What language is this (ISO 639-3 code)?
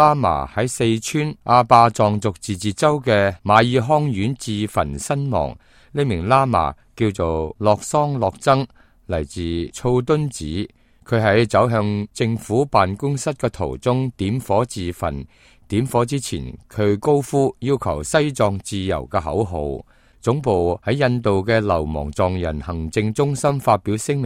yue